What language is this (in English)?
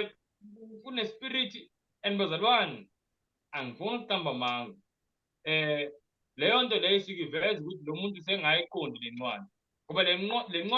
Zulu